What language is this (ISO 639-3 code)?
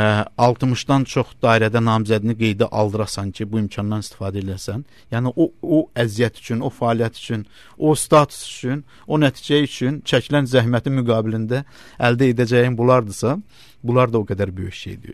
aze